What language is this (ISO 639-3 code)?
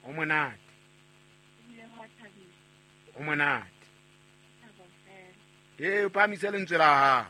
sot